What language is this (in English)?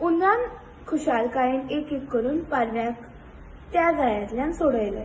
Konkani